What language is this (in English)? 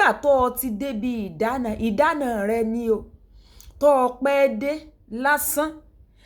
Yoruba